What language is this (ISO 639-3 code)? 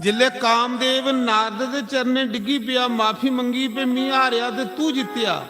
doi